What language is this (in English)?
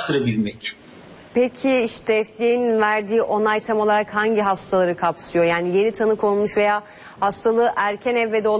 Turkish